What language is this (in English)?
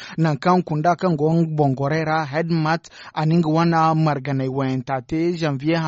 Zarma